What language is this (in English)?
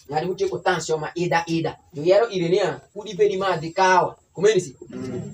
Alur